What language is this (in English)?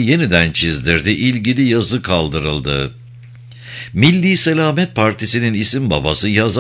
Turkish